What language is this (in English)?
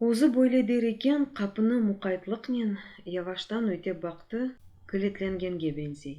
Crimean Tatar